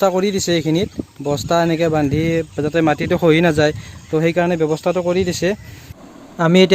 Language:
Assamese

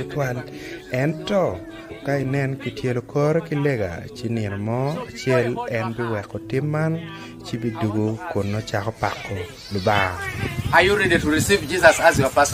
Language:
Acoli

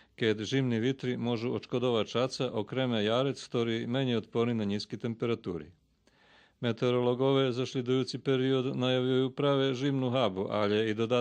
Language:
Rusyn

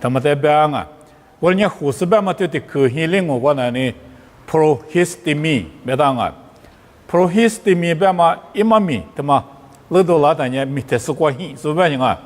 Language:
Lisu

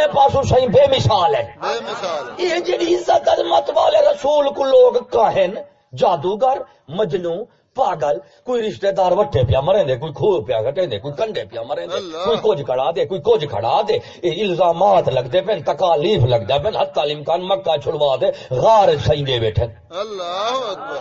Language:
Saraiki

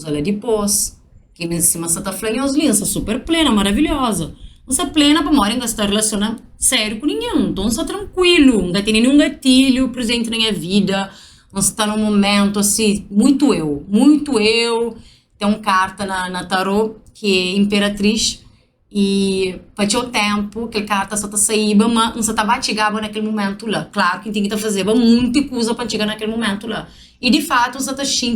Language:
Kabuverdianu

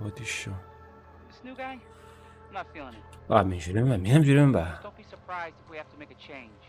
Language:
Kara-Kalpak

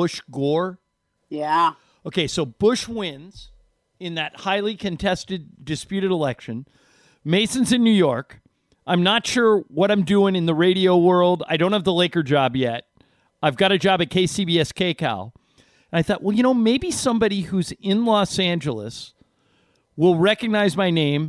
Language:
English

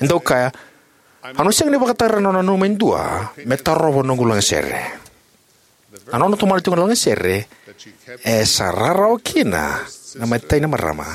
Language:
Fijian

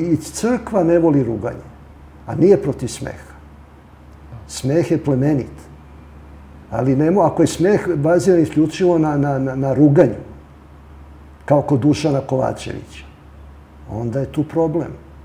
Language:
Serbian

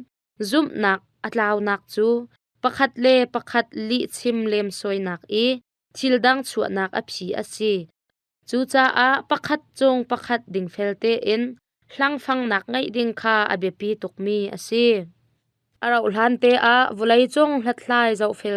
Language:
Hakha Chin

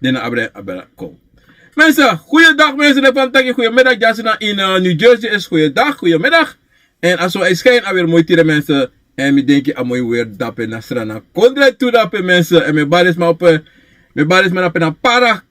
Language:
Sranan Tongo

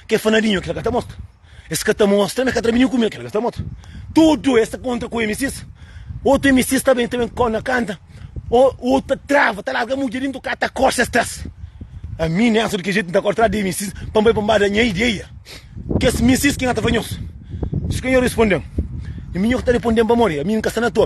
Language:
Kabuverdianu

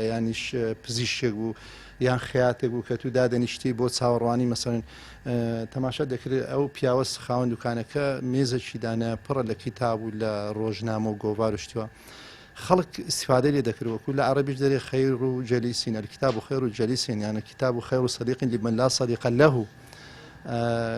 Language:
Central Kurdish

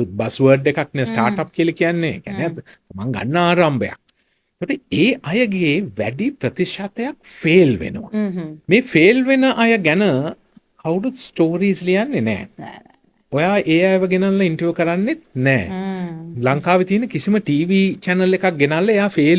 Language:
Sinhala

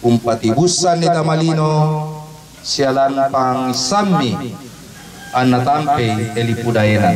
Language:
Toraja-Sa'dan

